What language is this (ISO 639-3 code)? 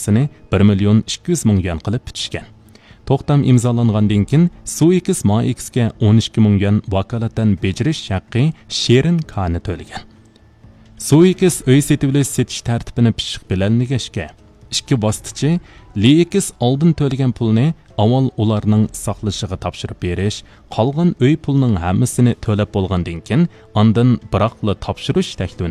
uig